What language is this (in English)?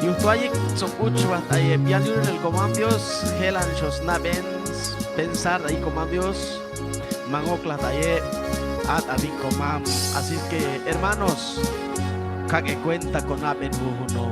Chuj